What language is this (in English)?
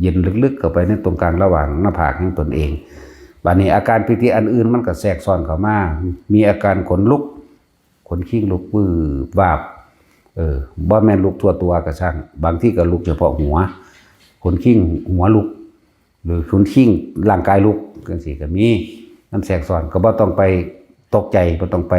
Northeastern Thai